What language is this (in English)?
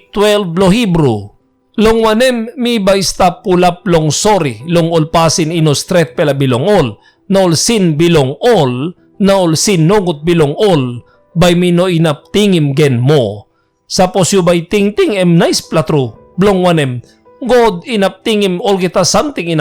Tok Pisin